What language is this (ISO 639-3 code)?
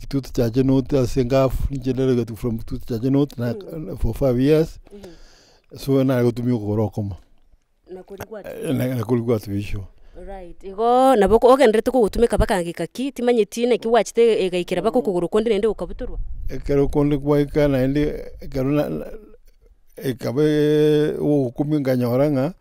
guz